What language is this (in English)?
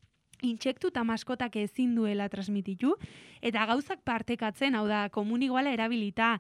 Basque